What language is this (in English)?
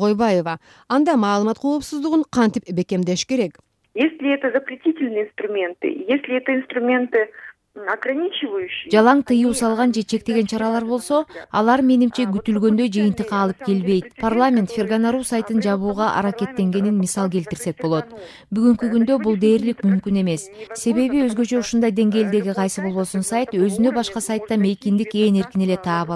Kyrgyz